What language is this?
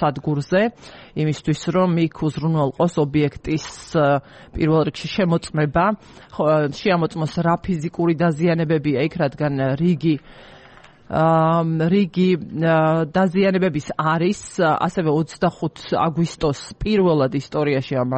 Georgian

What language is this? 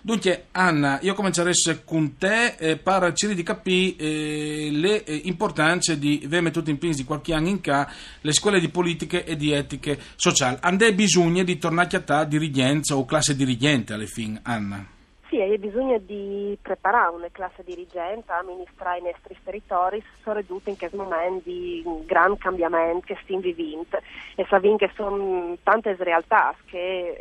Friulian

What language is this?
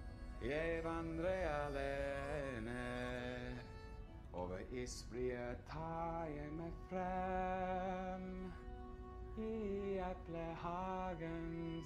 Norwegian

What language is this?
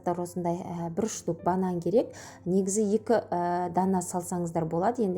Kazakh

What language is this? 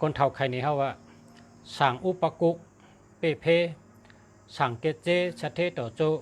Shan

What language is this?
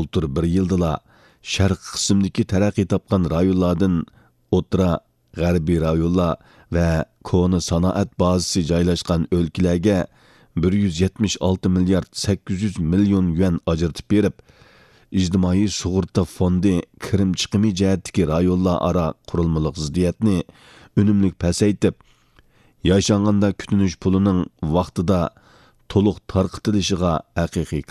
Uyghur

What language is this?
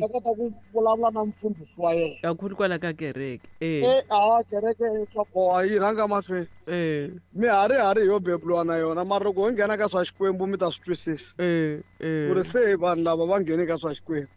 Tsonga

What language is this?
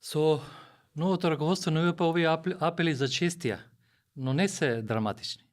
Macedonian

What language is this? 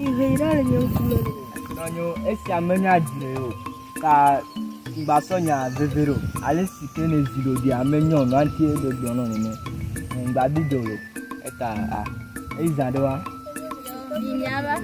Ewe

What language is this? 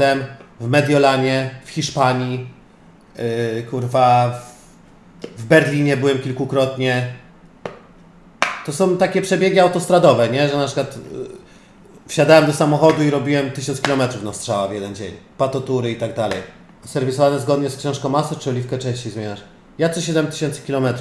Polish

